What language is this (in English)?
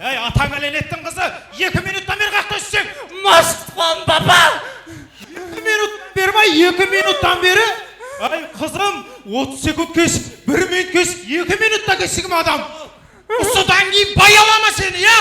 Kara-Kalpak